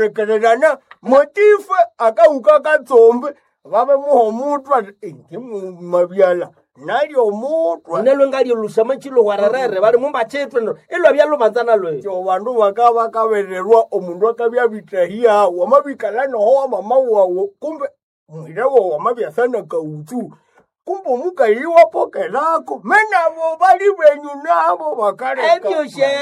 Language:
Nande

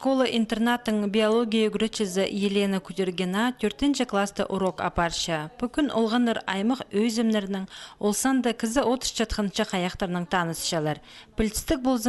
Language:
Khakas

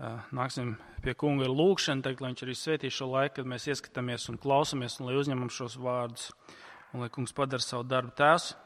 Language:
Latvian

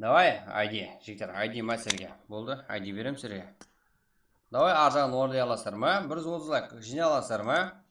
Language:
Kara-Kalpak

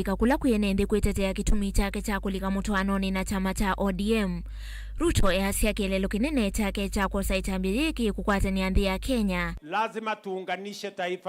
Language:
Kamba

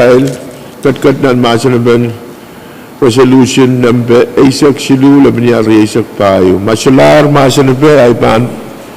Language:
Pohnpeian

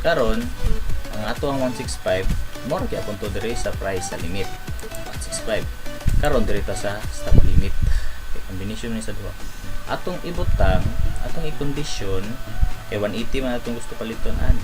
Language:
Cebuano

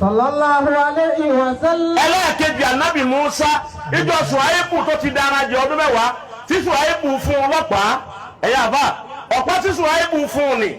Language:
Yoruba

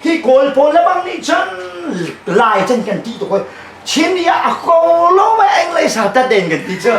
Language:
Tedim Chin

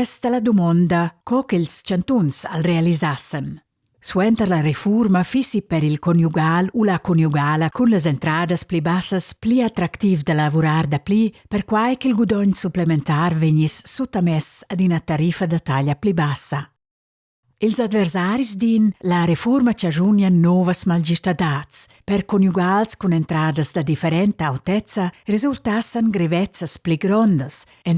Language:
Romansh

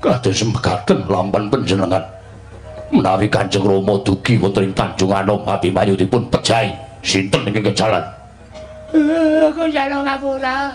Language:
Javanese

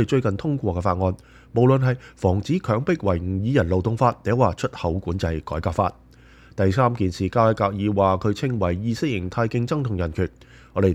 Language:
Cantonese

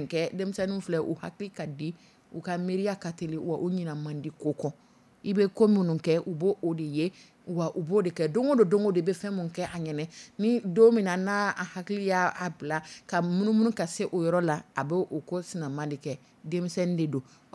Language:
Dyula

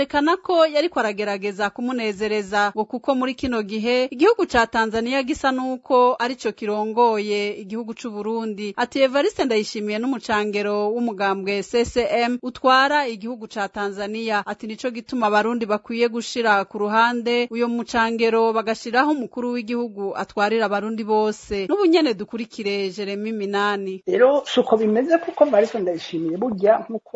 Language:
Rundi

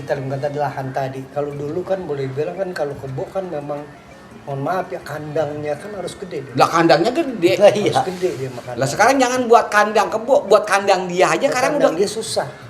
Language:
Betawi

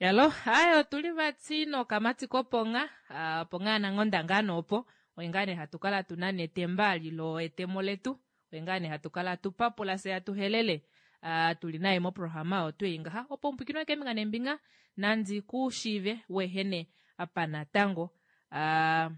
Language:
Kuanyama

